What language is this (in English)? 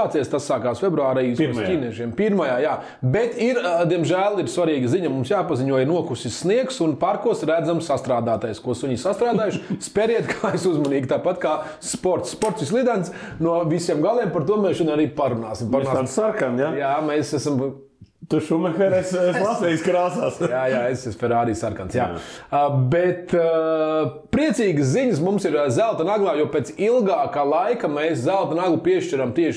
Latvian